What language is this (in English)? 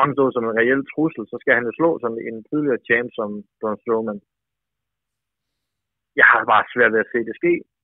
Danish